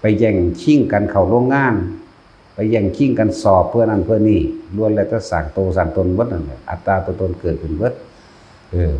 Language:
Northeastern Thai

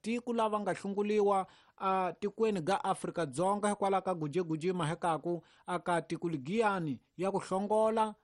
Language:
Tsonga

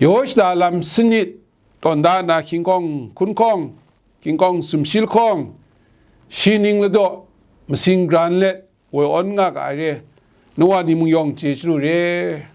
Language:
Kachin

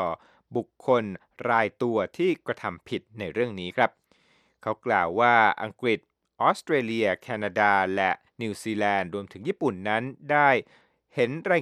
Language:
Thai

